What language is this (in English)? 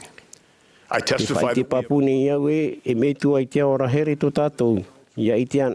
Tahitian